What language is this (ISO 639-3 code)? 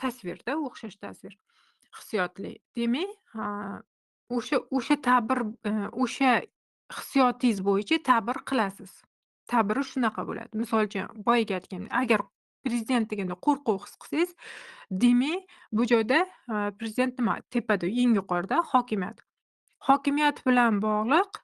uzb